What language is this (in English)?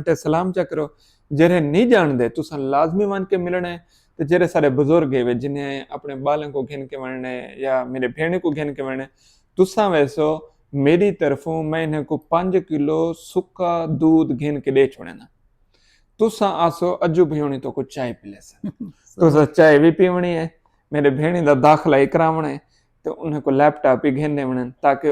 Saraiki